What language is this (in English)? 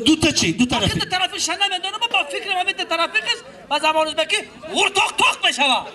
Tajik